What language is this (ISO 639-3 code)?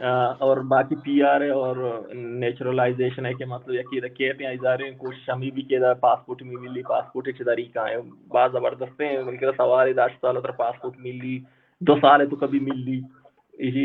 bal